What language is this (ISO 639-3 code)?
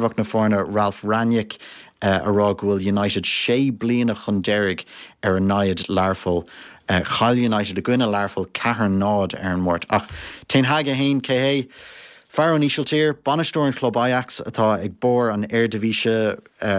gle